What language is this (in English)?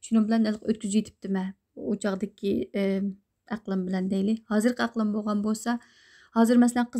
Uyghur